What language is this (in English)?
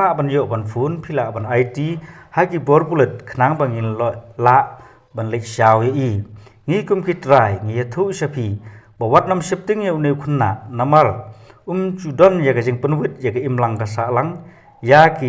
Khasi